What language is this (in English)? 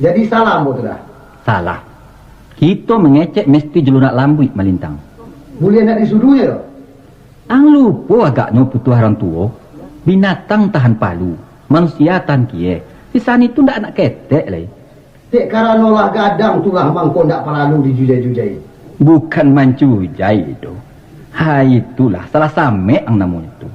Minangkabau